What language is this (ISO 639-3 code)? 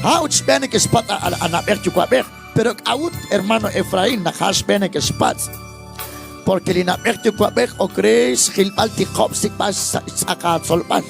kek